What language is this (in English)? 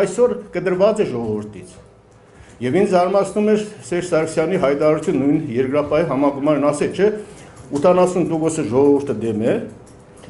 Armenian